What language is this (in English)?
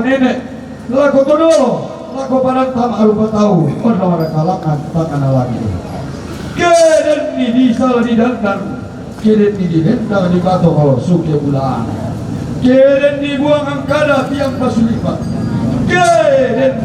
Toraja-Sa'dan